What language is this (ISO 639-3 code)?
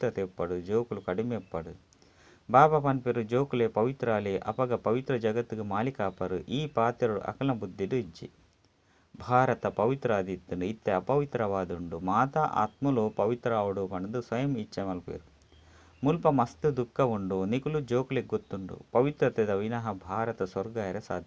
tcy